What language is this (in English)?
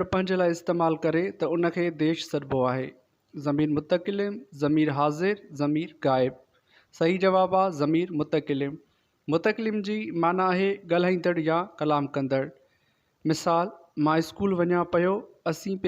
Sindhi